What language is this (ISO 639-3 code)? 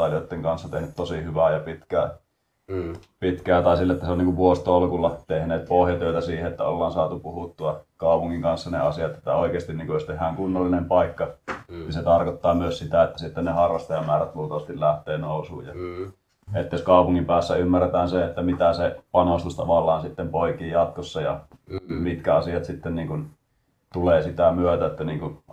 fin